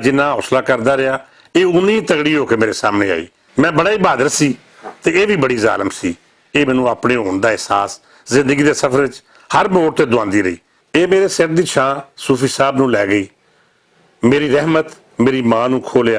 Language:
Western Panjabi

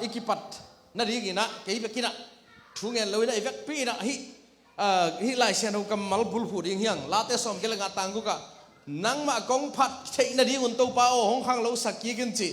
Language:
Tedim Chin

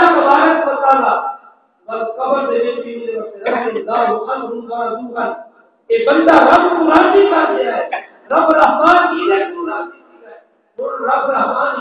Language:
Saraiki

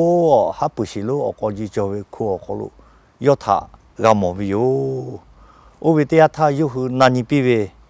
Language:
Lahu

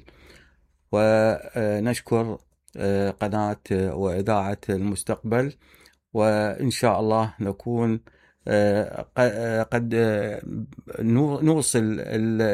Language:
Mesopotamian Arabic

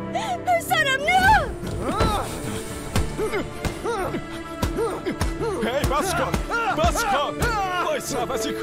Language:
Persian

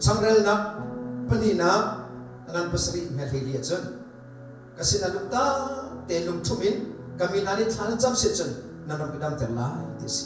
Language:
Hakha Chin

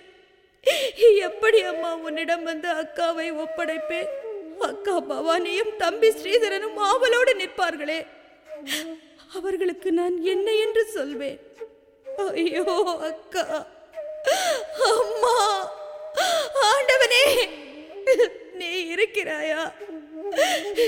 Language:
Tamil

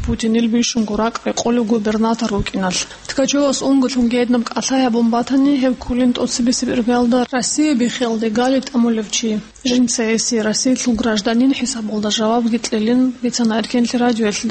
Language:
Avaric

